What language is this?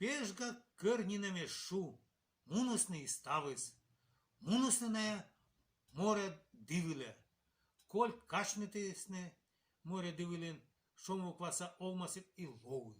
Komi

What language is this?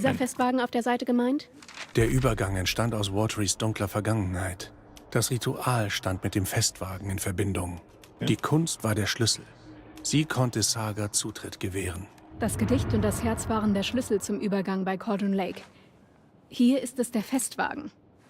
Bavarian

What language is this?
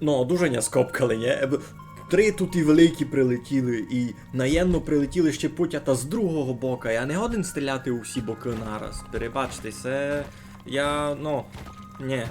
Rusyn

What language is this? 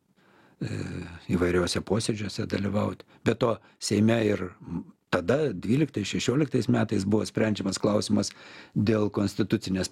Lithuanian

